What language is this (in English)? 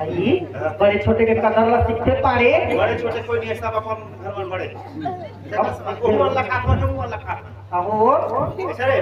Chhattisgarhi